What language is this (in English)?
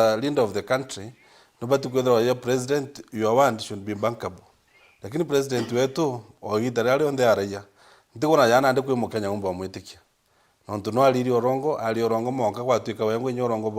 Meru